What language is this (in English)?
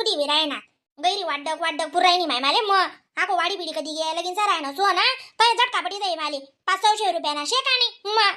Khandesi